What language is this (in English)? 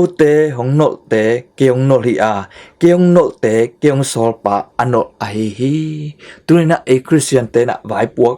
Tedim Chin